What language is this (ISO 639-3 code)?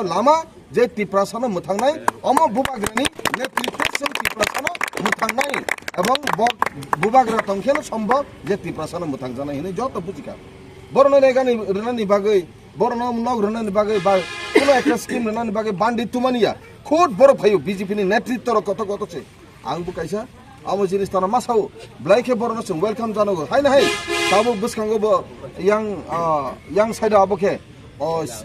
trp